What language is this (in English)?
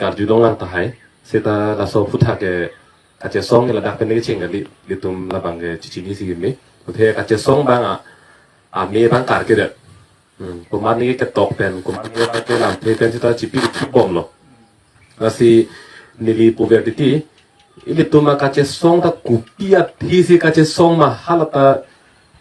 Karbi